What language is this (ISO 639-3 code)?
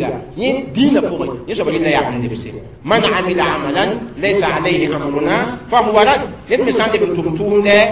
mos